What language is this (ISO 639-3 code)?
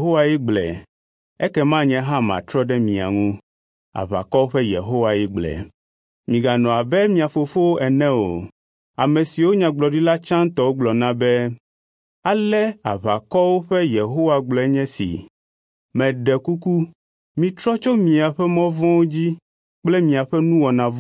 ewe